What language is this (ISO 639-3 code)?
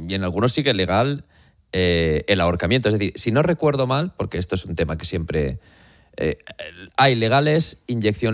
spa